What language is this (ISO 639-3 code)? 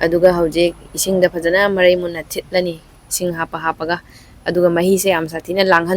mni